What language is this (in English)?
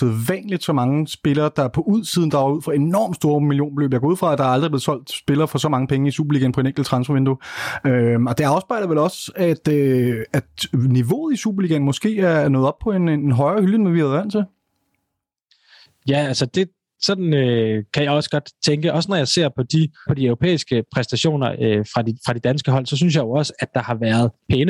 Danish